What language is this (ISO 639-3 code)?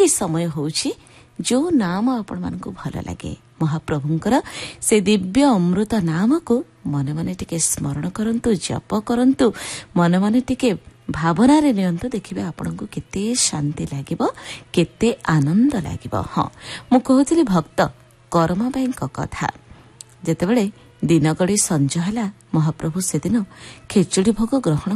ori